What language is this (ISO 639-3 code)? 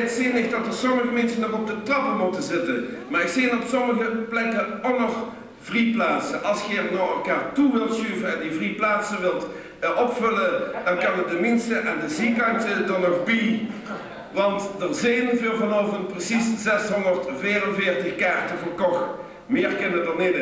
lim